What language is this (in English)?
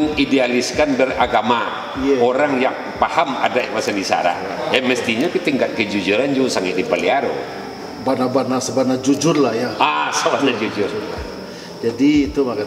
Minangkabau